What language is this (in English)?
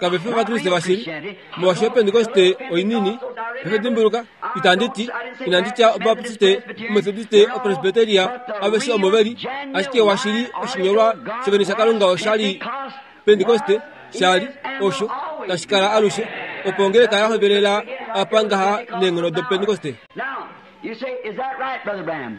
Kuanyama